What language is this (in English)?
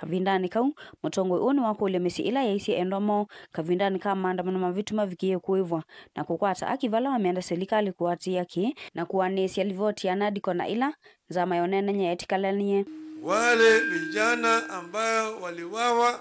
Kamba